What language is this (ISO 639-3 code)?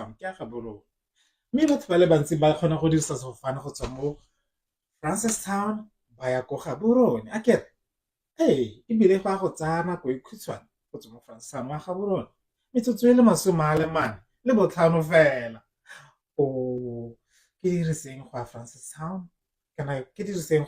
tsn